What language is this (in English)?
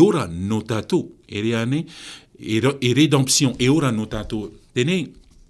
Tahitian